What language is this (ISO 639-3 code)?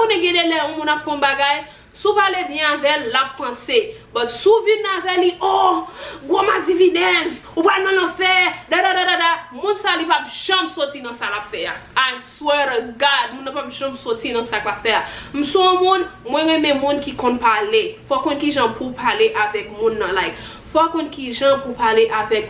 hat